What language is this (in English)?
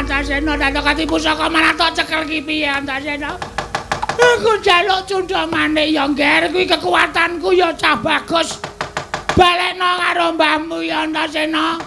Javanese